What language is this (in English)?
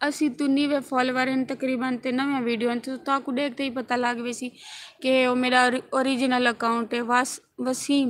Saraiki